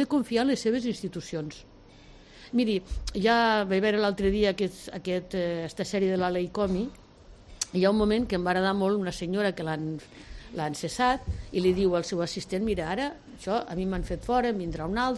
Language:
Catalan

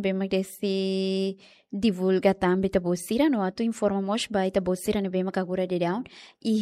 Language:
Tetum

